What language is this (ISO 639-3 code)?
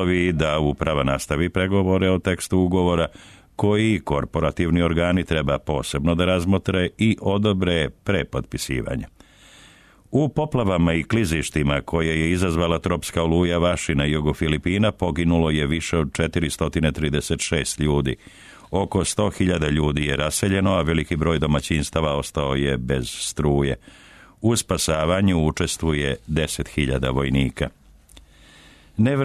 srp